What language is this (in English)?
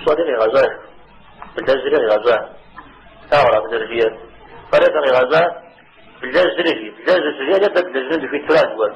Kabardian